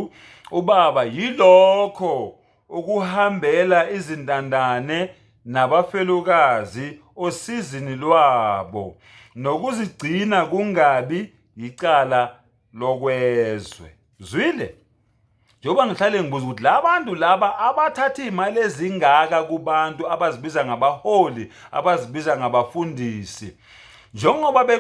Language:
Zulu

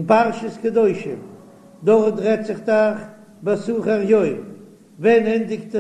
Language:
Yiddish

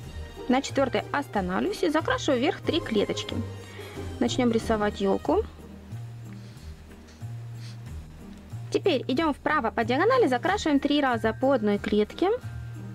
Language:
Russian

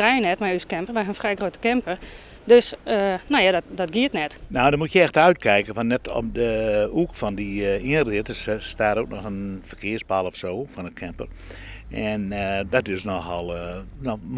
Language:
Western Frisian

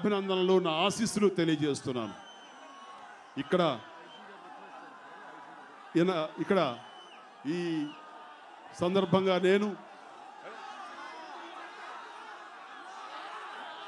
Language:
Telugu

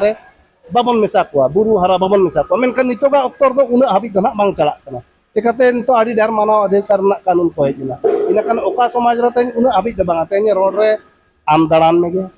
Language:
Santali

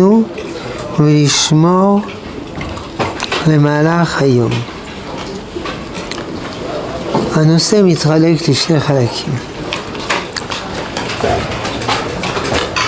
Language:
Hebrew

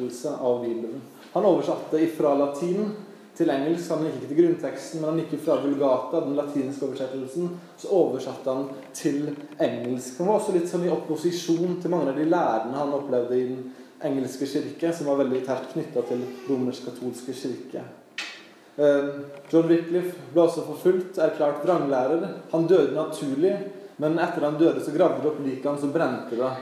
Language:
Norwegian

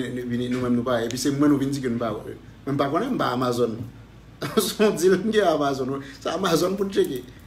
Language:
Haitian Creole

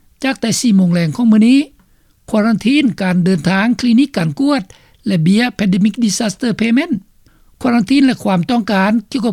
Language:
Lao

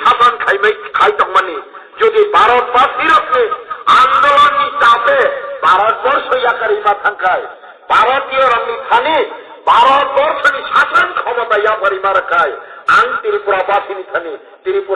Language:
Kok Borok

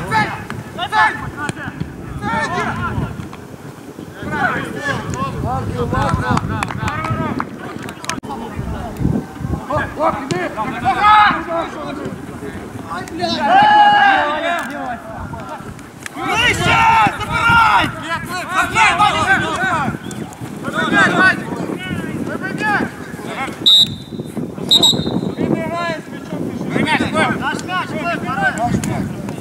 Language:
Ukrainian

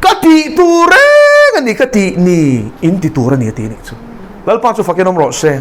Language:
Mizo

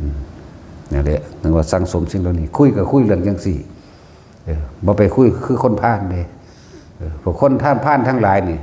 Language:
Northeastern Thai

